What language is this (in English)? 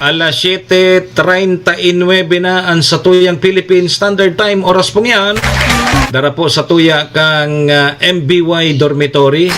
Bikol